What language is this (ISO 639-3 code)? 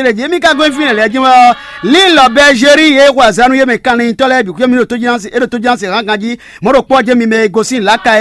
fon